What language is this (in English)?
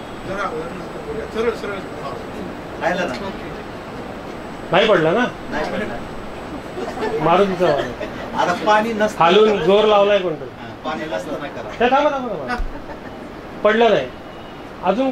Marathi